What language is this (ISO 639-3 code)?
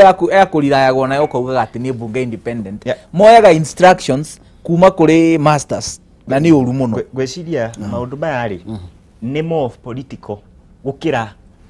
kik